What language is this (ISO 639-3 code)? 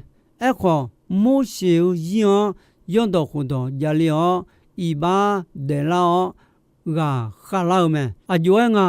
ahk